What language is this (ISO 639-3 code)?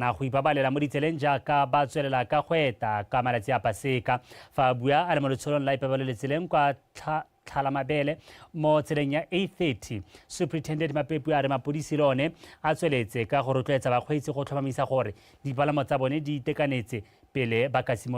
tsn